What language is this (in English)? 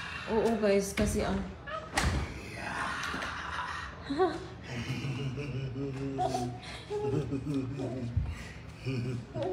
Filipino